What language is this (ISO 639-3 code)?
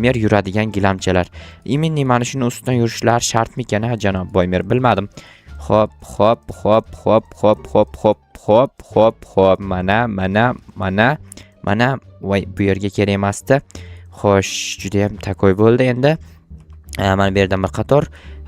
uzb